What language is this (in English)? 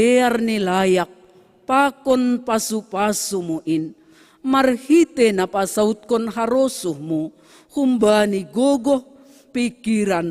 Batak Simalungun